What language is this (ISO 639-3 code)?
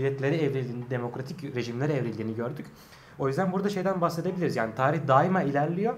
tur